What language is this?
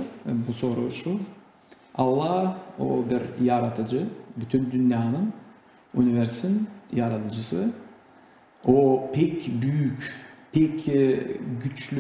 Gagauz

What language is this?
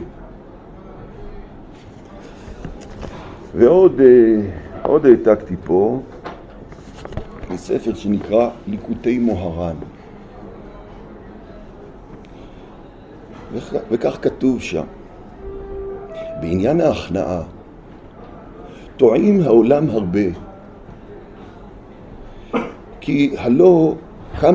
Hebrew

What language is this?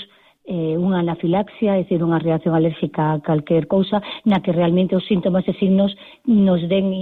Galician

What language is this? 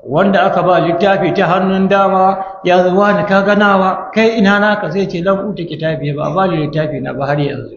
Hausa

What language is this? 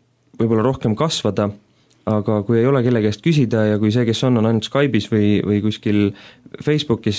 Estonian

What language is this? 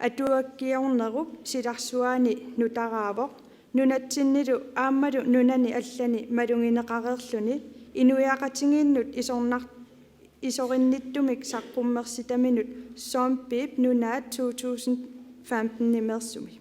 Kalaallisut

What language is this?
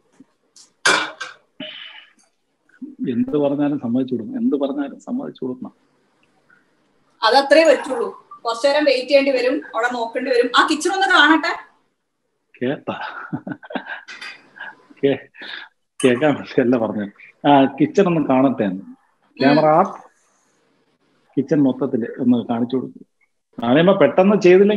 Malayalam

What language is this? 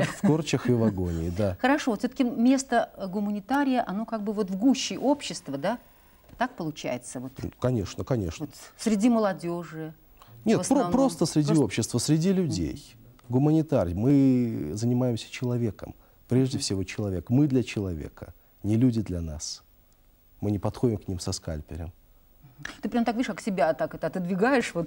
Russian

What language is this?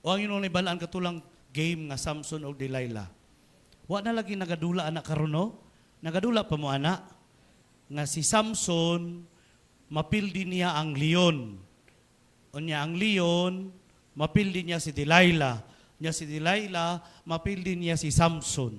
Cebuano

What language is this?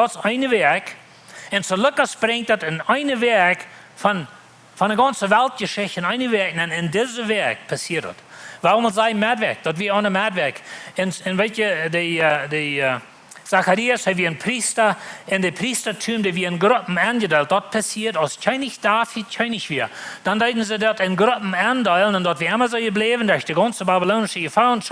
Plautdietsch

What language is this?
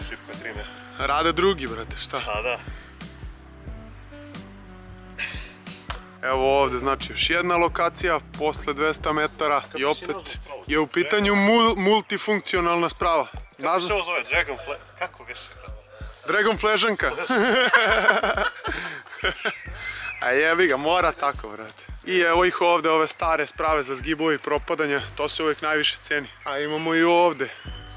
Serbian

